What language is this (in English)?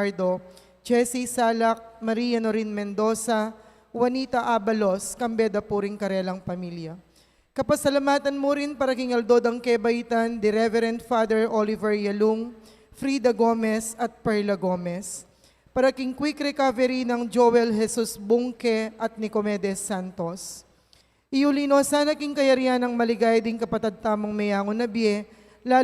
Pampanga